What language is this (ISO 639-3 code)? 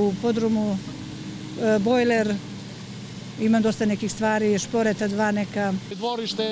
srp